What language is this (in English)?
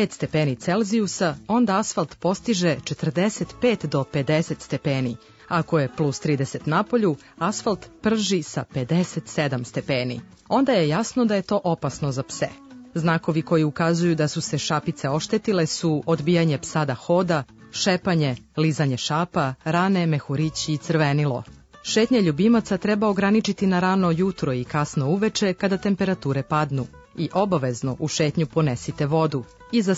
Serbian